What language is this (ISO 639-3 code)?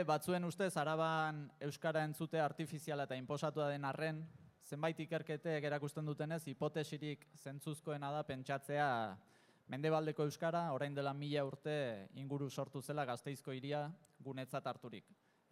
eus